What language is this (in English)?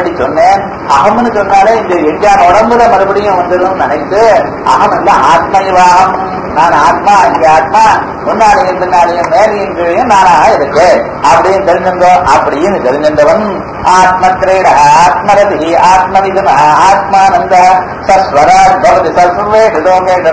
Tamil